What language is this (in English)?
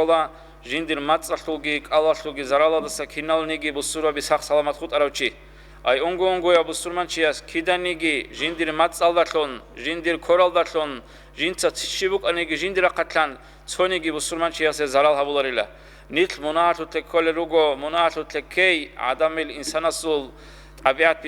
Avaric